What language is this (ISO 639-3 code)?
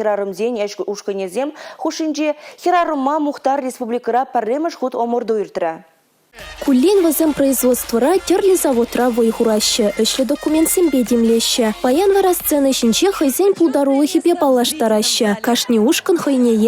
chv